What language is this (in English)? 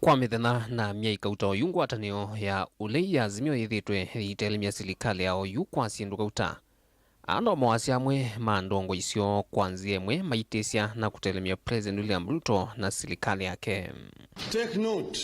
Kamba